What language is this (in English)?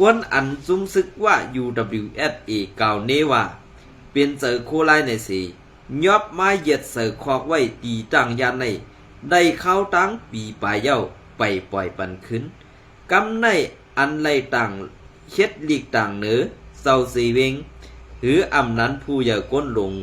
Shan